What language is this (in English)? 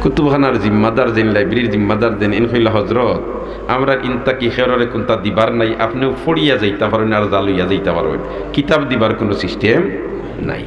Sylheti